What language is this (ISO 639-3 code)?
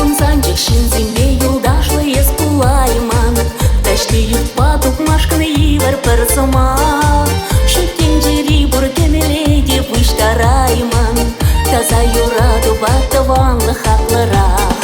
chv